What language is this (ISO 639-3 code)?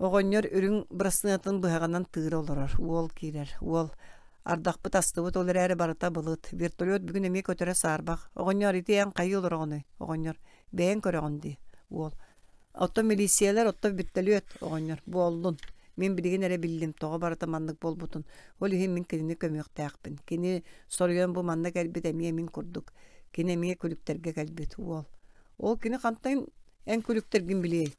sah